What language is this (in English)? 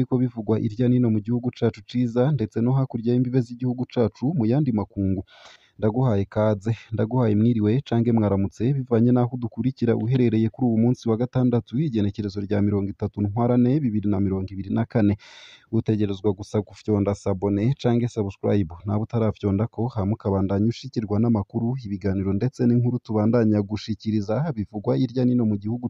Rundi